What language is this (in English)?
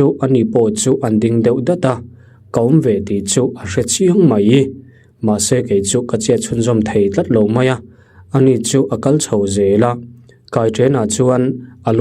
Mizo